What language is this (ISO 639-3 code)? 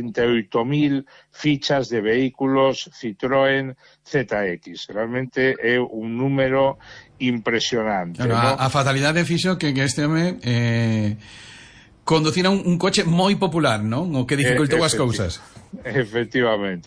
glg